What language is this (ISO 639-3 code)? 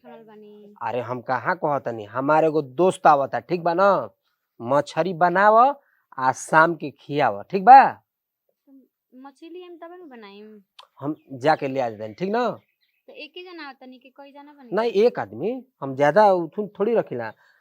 bho